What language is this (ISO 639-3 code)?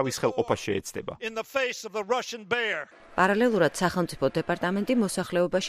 kat